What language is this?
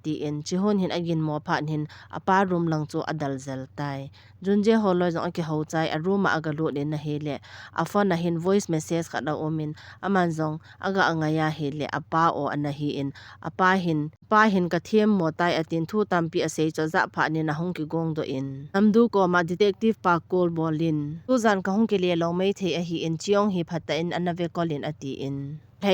Thado Chin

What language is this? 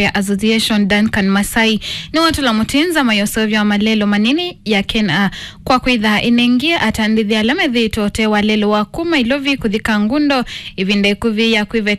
Kamba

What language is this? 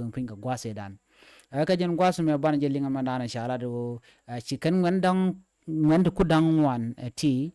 Nuer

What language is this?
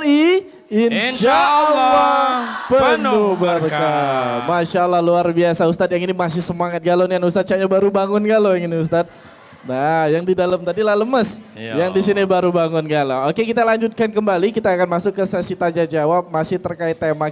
Musi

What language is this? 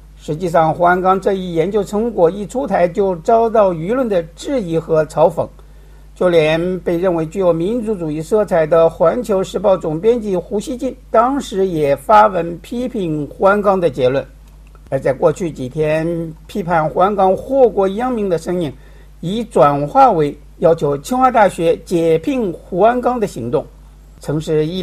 Chinese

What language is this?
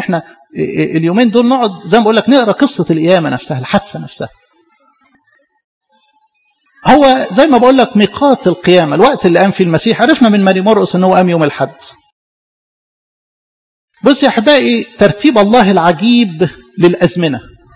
Egyptian Arabic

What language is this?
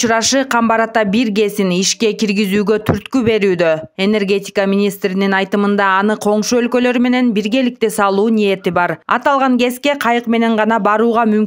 Kyrgyz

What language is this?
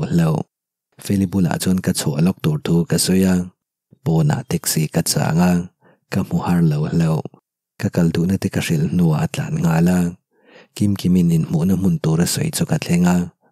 Mizo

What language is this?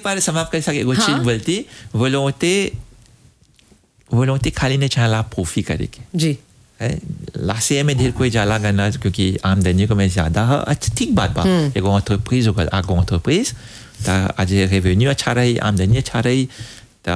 Bhojpuri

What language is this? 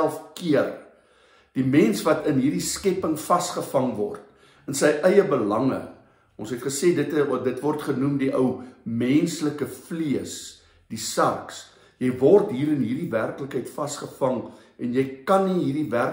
Afrikaans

